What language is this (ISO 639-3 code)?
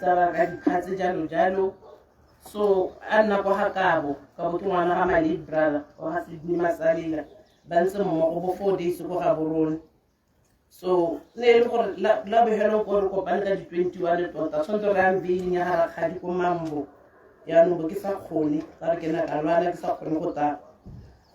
tsn